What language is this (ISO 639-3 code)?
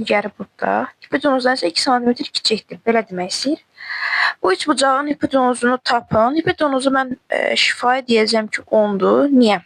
aze